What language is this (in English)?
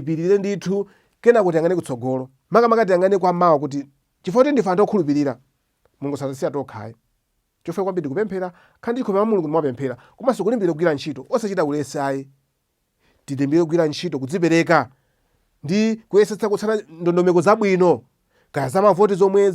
Nyanja